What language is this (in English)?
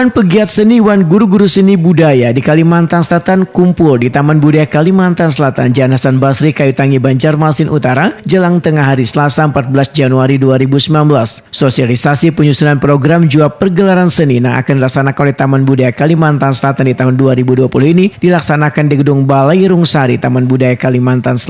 Banjar